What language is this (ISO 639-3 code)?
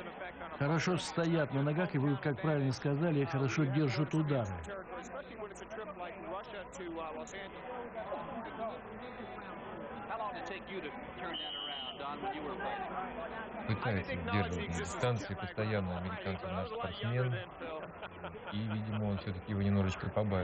rus